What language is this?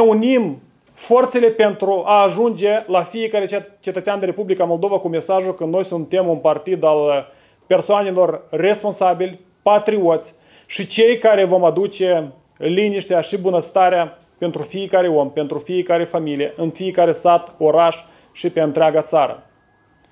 Romanian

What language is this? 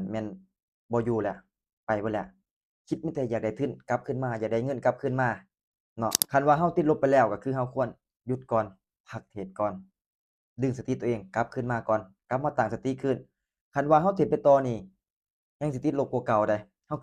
Lao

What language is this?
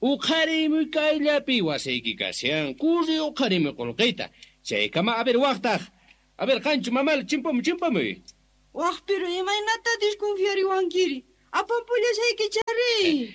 Quechua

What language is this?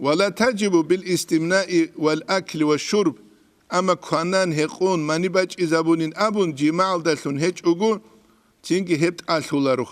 Avaric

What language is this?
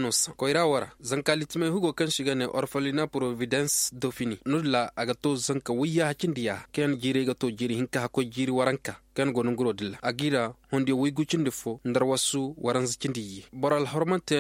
Zarma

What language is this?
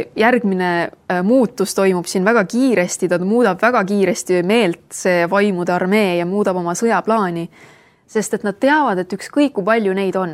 Estonian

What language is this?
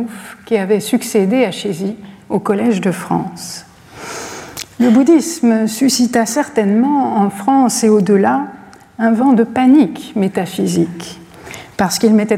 French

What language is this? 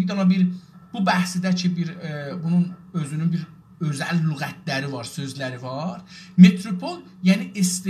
South Azerbaijani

